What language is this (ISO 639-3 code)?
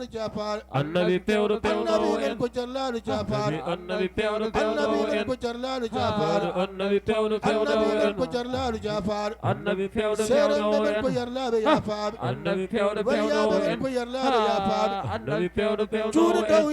ful